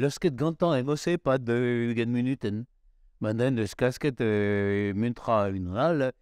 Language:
Breton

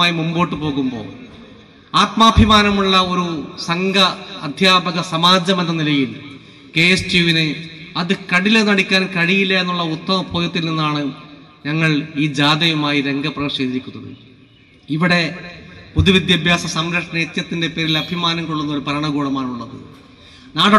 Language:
Malayalam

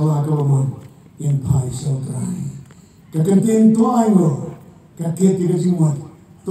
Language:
Khasi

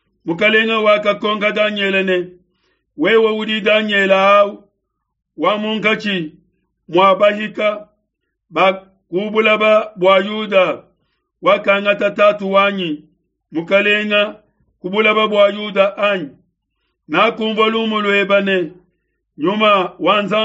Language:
Luba-Lulua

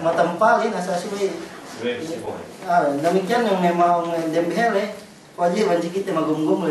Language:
Yakan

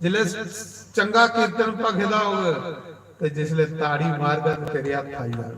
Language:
Dogri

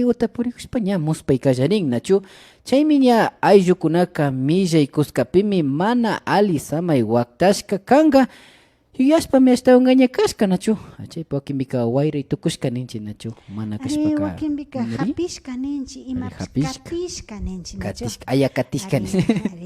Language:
Imbabura Highland Quichua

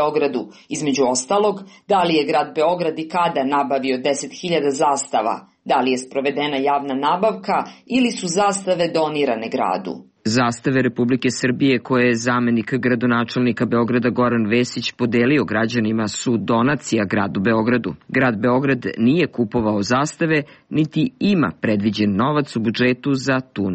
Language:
Serbian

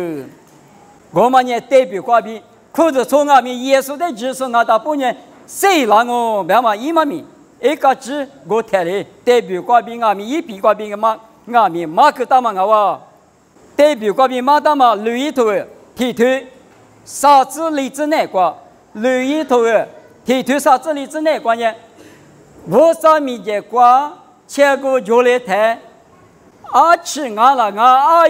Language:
Lisu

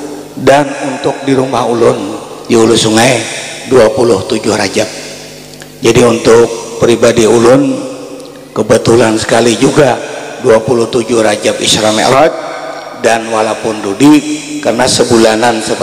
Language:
Banjar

